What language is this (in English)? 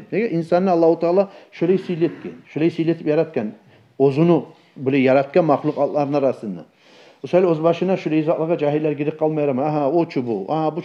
Kumyk